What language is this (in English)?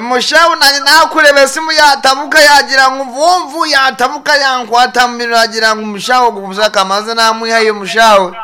Nyankole